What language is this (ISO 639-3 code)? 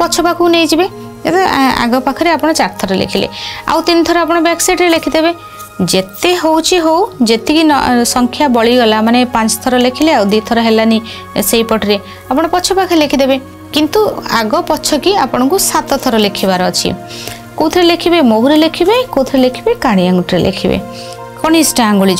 ori